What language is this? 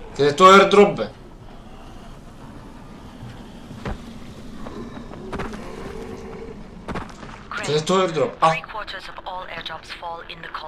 Bulgarian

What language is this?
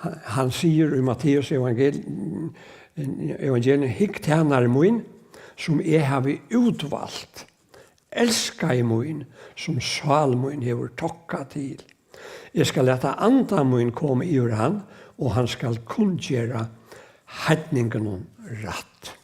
Faroese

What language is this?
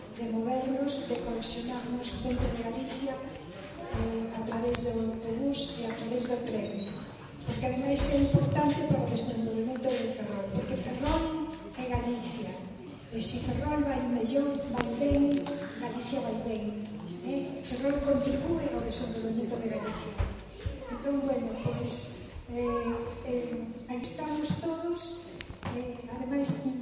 Galician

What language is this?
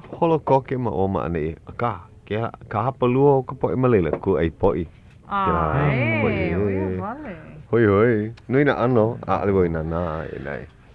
Hawaiian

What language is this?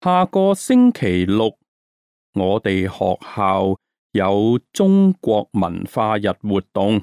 Cantonese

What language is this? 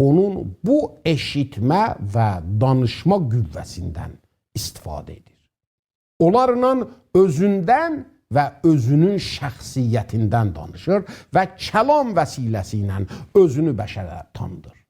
South Azerbaijani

